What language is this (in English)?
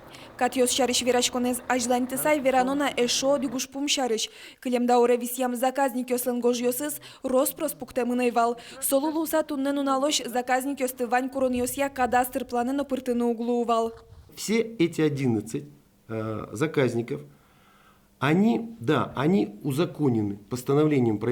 Udmurt